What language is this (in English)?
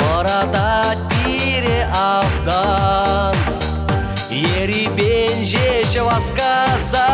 Chuvash